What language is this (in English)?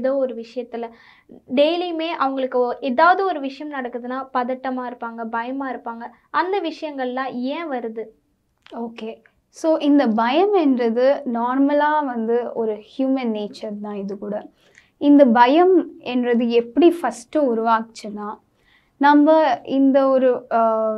Tamil